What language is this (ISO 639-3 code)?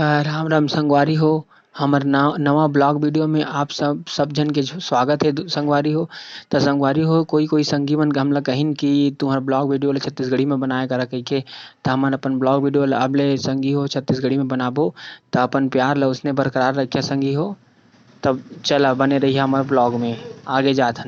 hne